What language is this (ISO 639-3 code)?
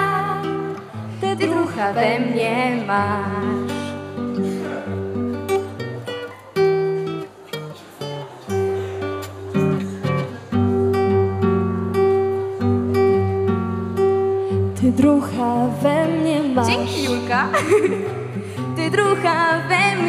pol